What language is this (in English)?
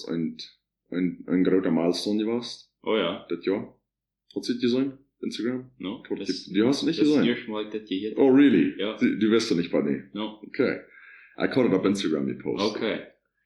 Plautdietsch